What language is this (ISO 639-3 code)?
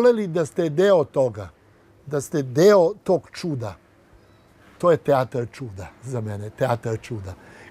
srp